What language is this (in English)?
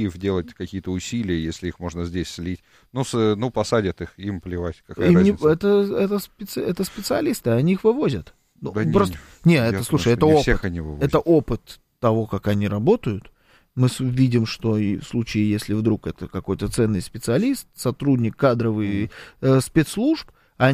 Russian